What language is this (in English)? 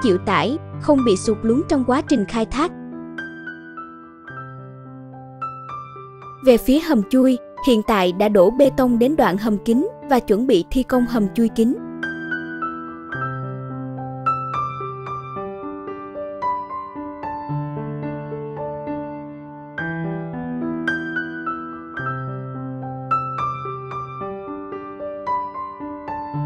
Vietnamese